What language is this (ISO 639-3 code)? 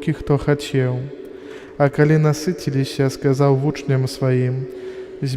bel